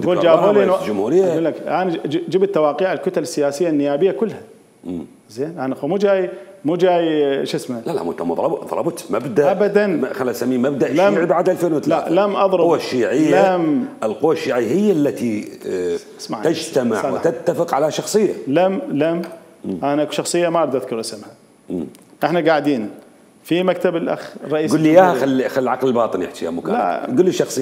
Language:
Mesopotamian Arabic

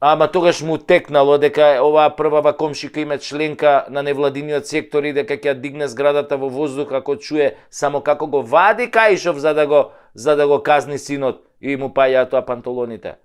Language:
Macedonian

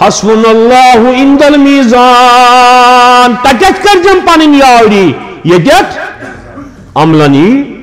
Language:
Kashmiri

